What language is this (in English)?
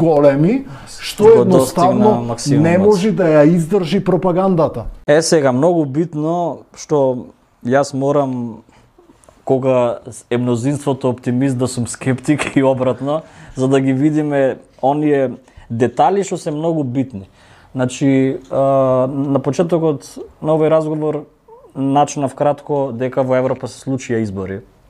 Macedonian